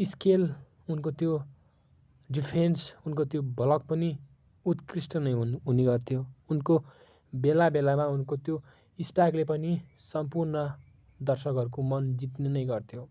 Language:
Nepali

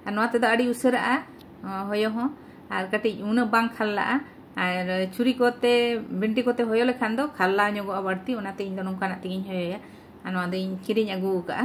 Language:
Santali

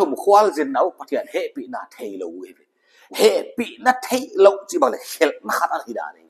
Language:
Paite Chin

